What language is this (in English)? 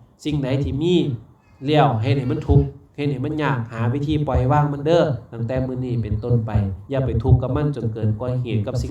Lao